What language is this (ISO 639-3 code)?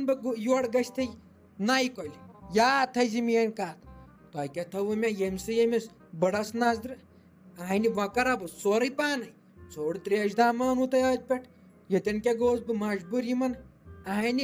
kas